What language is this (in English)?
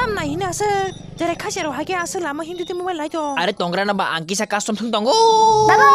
Kok Borok